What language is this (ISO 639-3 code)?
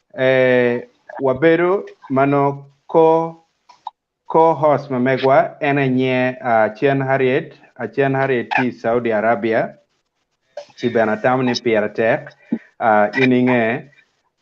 ach